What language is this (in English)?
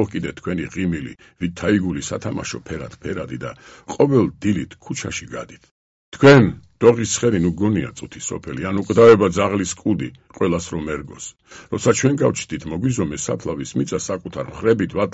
Georgian